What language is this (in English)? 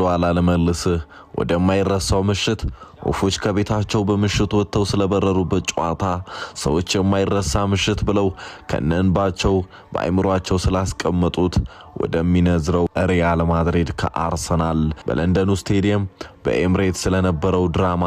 Amharic